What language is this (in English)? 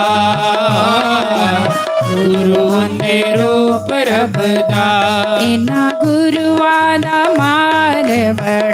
Dogri